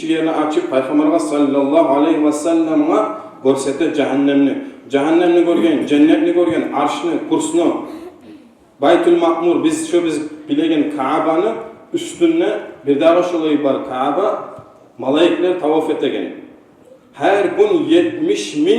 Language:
Kumyk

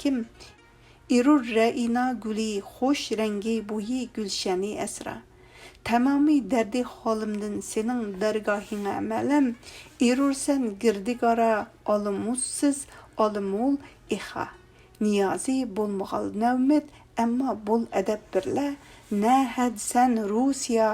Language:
Uyghur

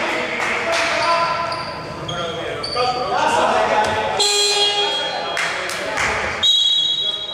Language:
Greek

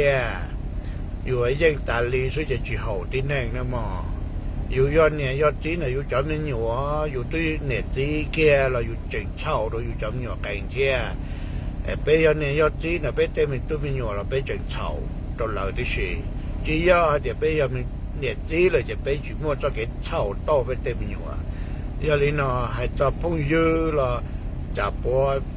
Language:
Hmong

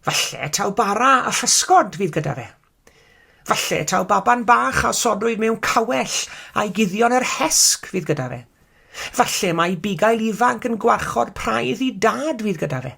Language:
Welsh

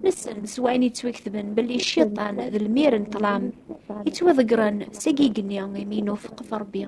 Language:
Kabyle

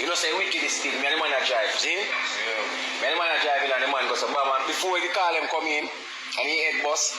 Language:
Jamaican Creole English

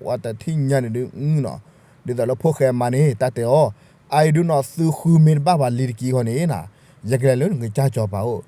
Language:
S'gaw Karen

